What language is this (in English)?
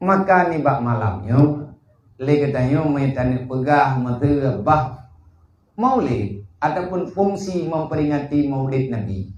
Achinese